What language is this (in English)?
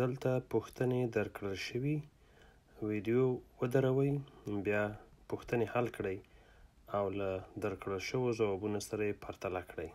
Pashto